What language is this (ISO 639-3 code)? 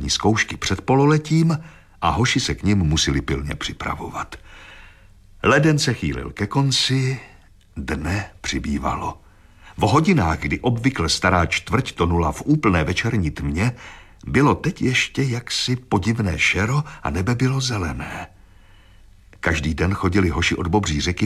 ces